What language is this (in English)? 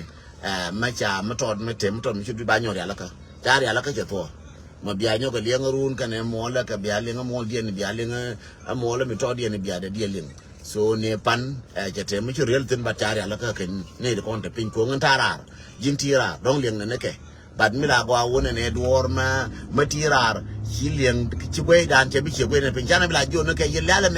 Nuer